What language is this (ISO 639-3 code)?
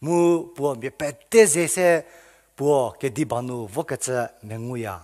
njm